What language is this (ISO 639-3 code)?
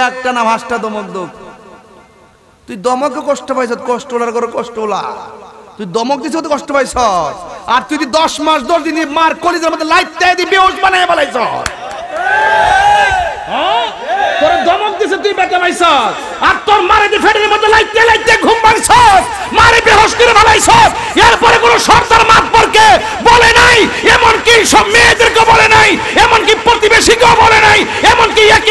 ben